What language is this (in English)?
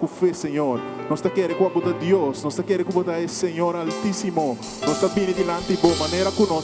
Papiamento